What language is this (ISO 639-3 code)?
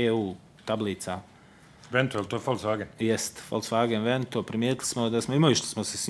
bos